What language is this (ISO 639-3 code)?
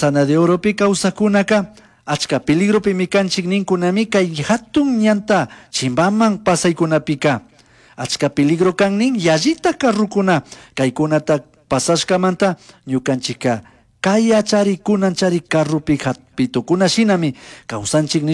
qug